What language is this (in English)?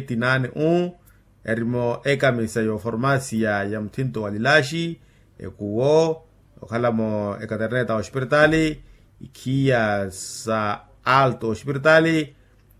Makhuwa